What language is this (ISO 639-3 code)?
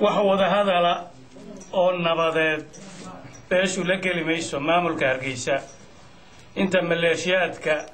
som